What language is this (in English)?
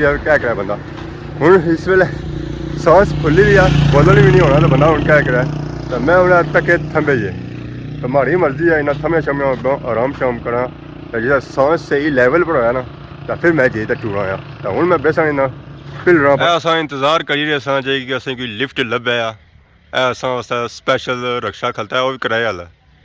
Pahari-Potwari